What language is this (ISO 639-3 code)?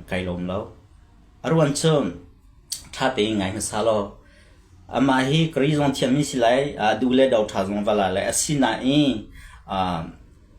cnh